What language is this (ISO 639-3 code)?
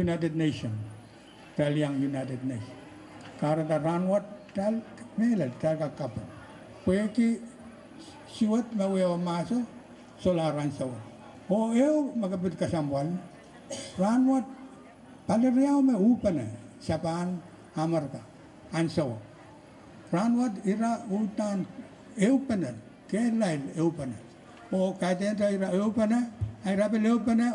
pon